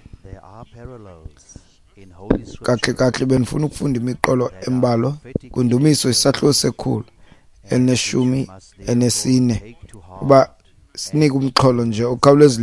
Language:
Xhosa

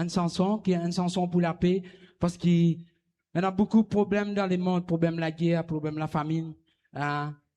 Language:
Morisyen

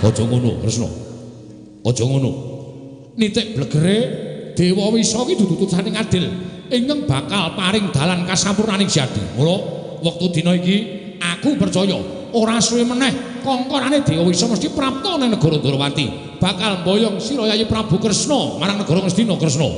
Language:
Javanese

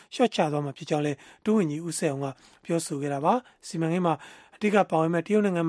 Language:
Burmese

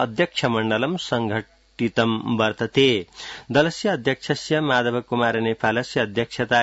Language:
Sanskrit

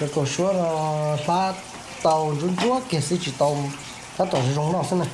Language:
Hmong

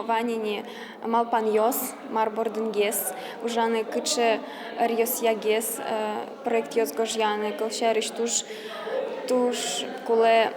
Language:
Udmurt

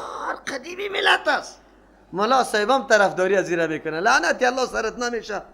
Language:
Persian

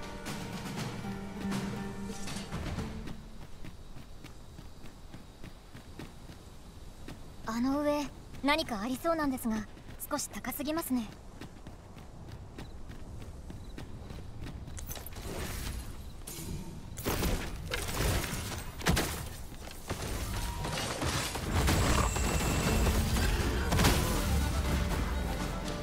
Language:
Japanese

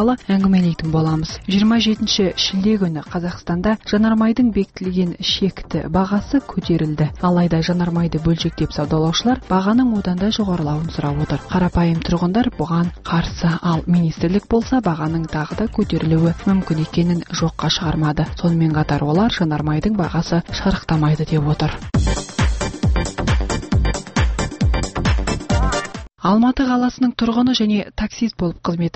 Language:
Kazakh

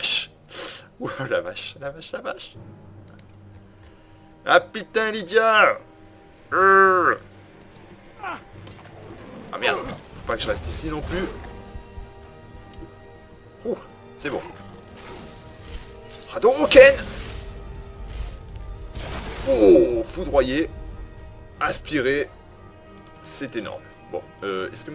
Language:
French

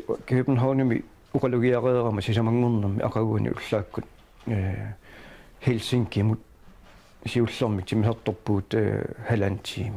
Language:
Kalaallisut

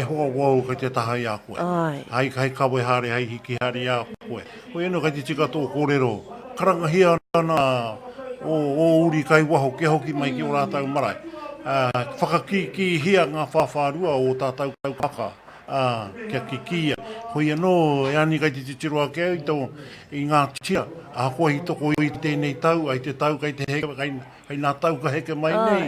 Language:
Māori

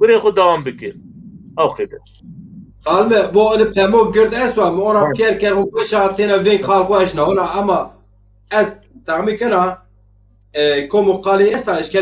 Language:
Zaza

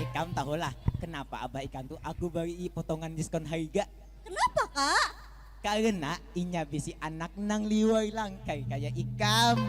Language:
Banjar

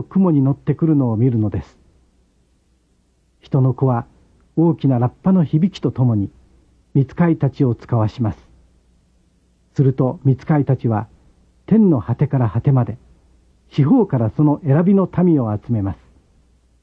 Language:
Japanese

